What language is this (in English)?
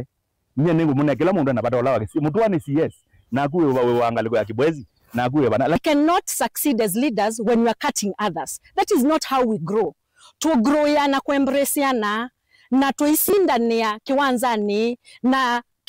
Kamba